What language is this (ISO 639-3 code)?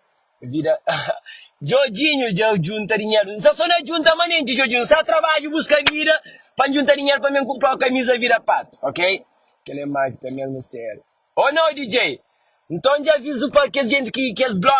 kea